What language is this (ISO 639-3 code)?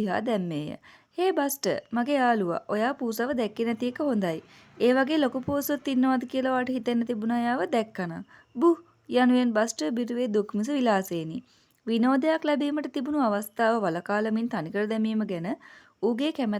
sin